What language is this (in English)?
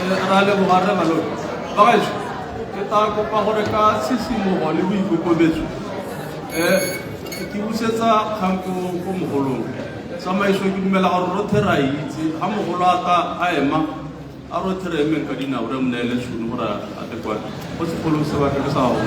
Tswana